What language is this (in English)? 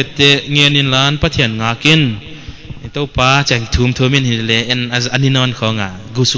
Paite Chin